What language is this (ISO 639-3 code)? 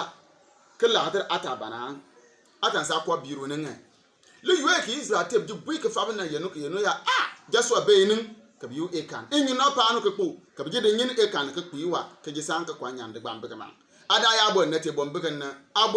bim